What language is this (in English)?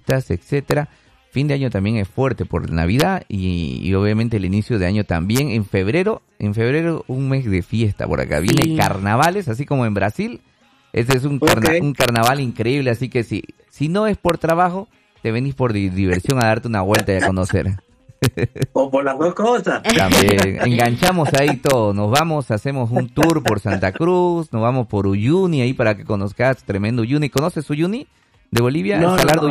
Spanish